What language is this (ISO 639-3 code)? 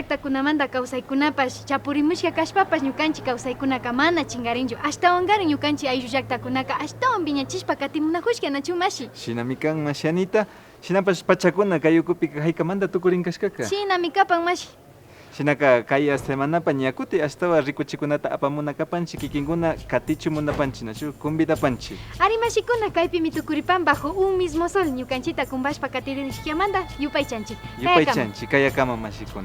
qvi